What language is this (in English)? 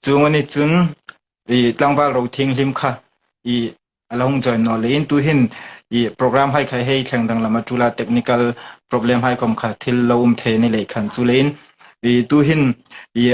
Hmar